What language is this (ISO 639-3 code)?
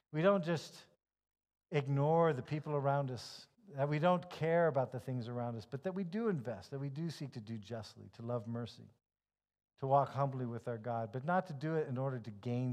eng